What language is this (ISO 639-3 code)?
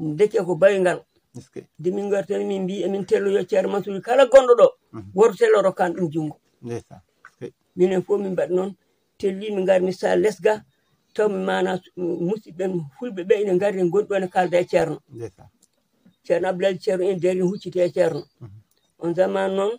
ful